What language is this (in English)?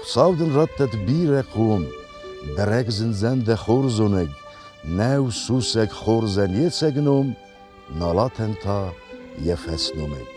Ossetic